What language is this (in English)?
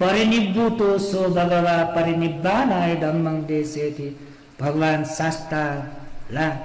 Newari